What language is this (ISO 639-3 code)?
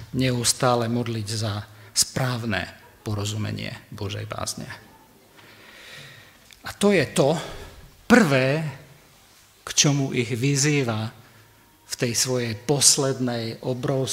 slk